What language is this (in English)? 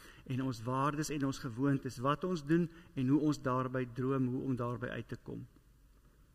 Afrikaans